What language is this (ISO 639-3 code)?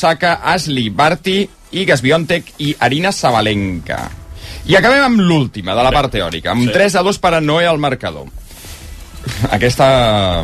cat